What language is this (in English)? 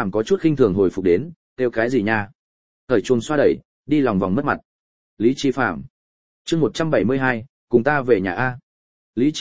Vietnamese